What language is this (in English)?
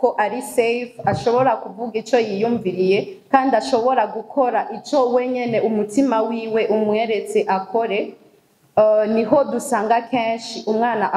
Rundi